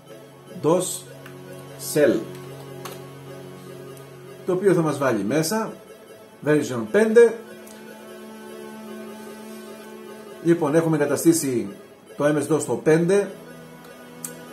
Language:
Greek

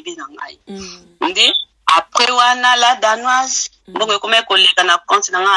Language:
Lingala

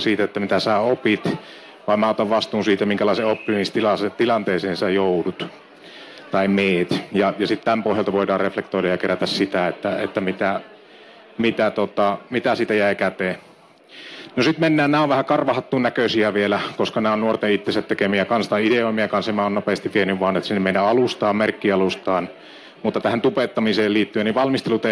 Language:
Finnish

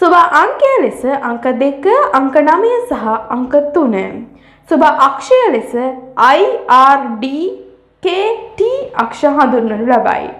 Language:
Sinhala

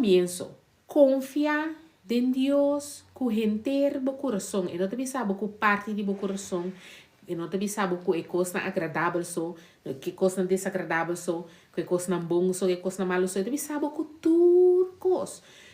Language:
Papiamento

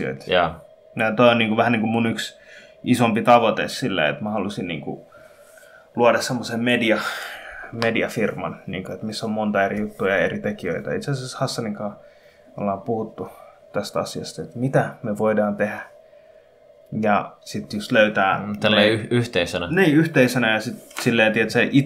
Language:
Finnish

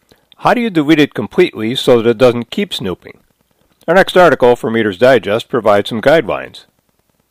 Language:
English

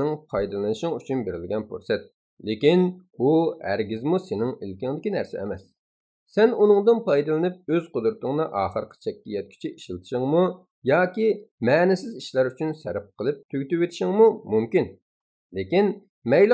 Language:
Uyghur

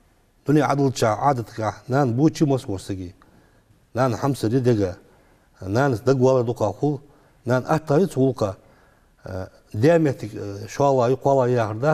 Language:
Ingush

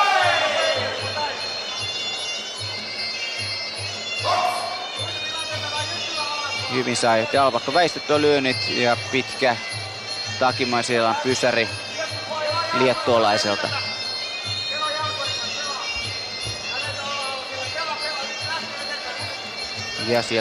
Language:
Finnish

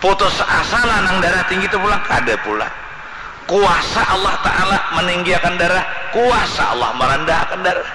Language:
Banjar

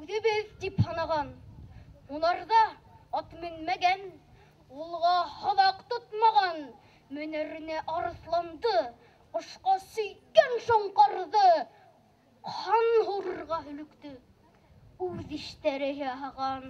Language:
Bashkir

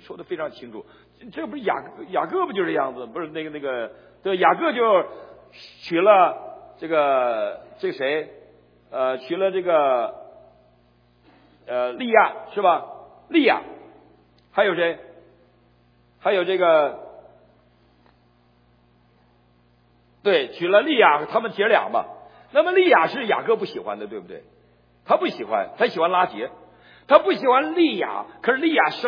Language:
Chinese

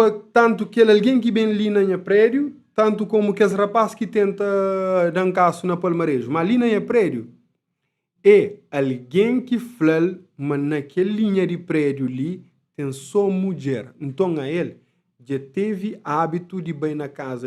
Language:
Kabuverdianu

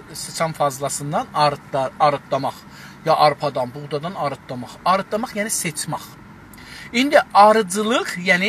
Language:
South Azerbaijani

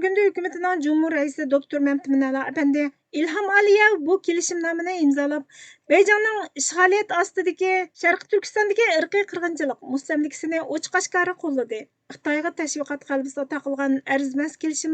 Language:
Uyghur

